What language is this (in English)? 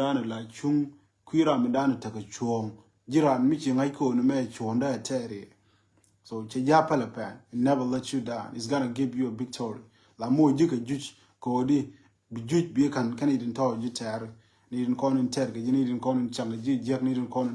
Nuer